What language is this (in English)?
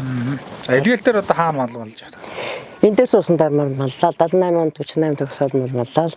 Mongolian